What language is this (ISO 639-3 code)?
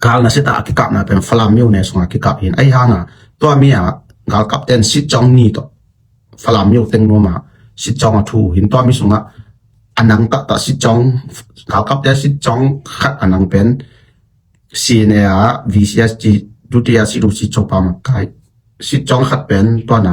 ctd